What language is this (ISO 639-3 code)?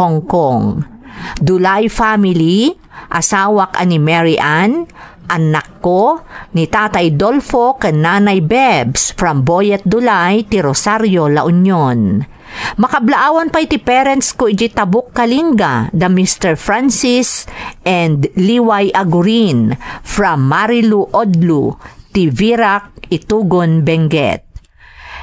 ilo